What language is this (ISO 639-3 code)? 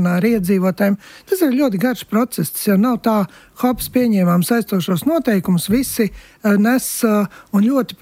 lav